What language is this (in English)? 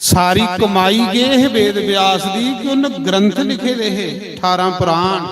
Dogri